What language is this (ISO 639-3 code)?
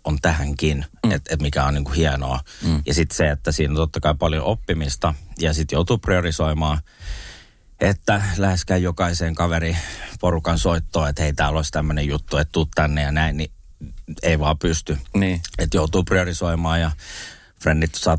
fin